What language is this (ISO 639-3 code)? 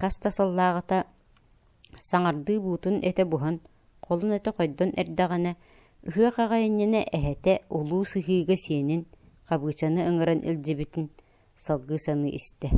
sah